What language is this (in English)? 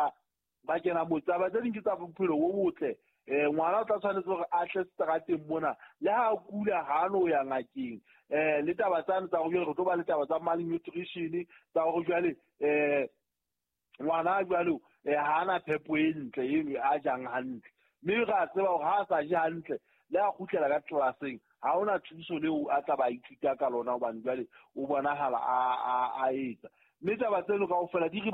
Southern Sotho